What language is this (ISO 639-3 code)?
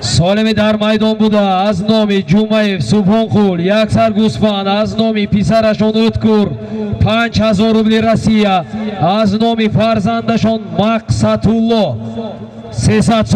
tgk